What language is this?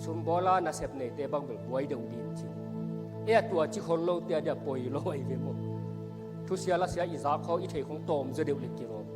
Tedim Chin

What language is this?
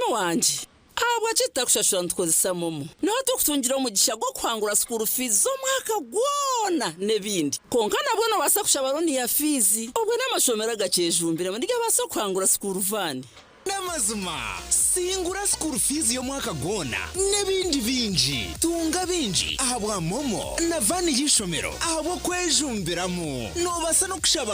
Nyankole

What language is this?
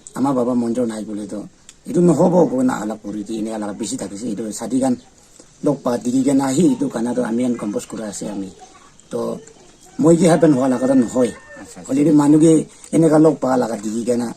Naga Pidgin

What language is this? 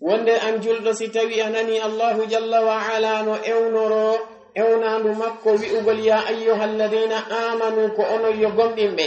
Fula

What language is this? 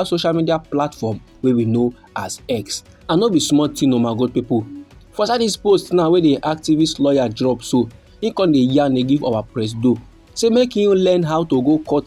Nigerian Pidgin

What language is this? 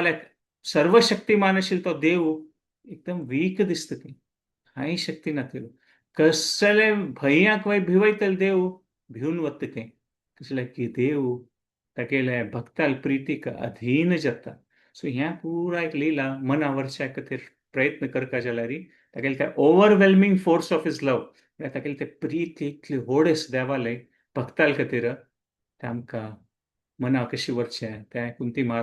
Konkani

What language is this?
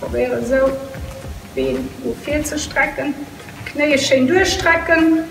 Luxembourgish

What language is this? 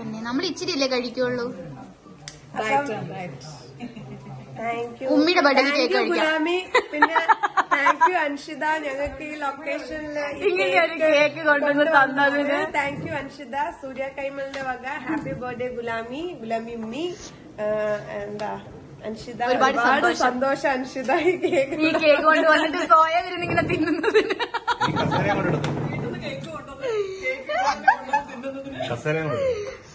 Malayalam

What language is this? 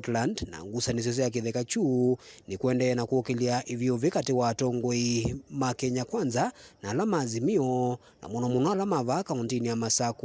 Kamba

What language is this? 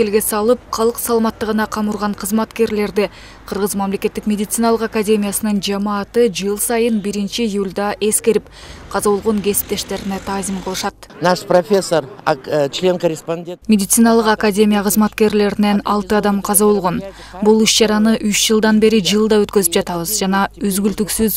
Kyrgyz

